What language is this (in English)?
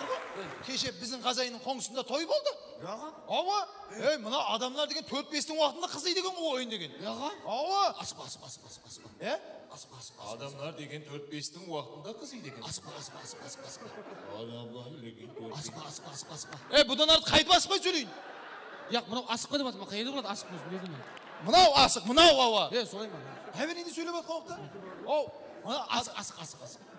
Kara-Kalpak